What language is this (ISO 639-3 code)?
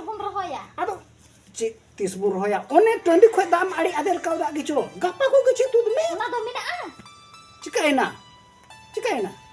sat